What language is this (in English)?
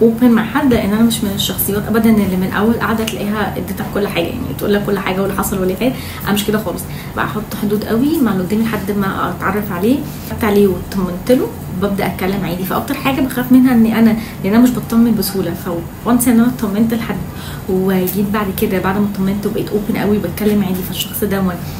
Egyptian Arabic